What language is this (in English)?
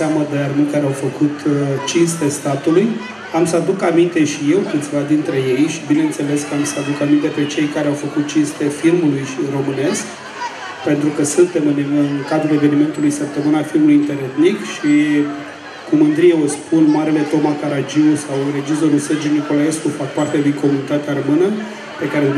Romanian